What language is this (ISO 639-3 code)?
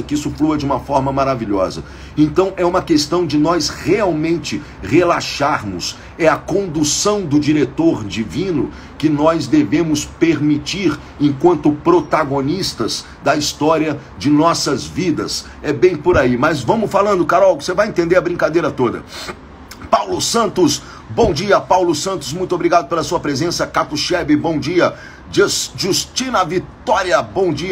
por